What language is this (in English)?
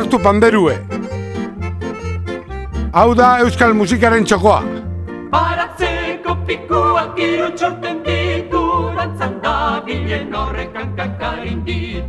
Basque